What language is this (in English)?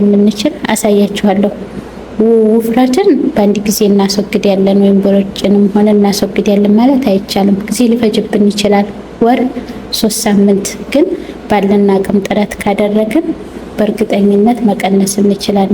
Amharic